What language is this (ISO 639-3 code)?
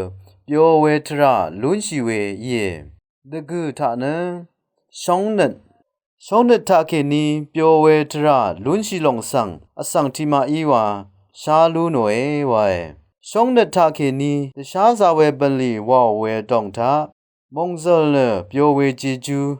raw